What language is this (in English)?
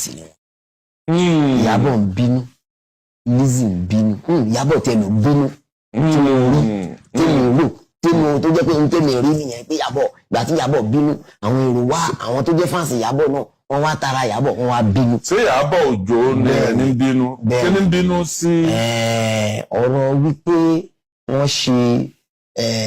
Yoruba